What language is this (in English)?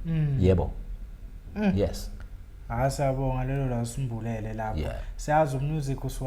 Zulu